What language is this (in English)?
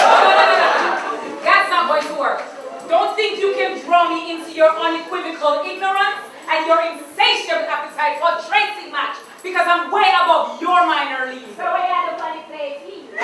Jamaican Creole English